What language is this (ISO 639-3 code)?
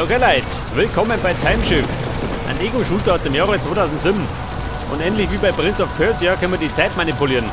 bar